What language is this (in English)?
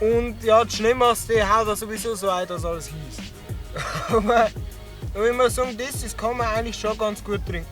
Bavarian